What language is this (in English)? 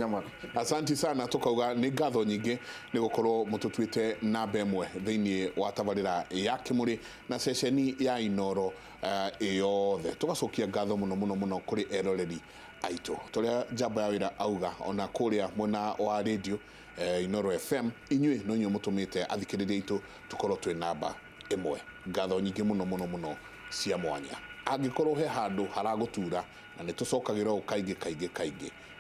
Kikuyu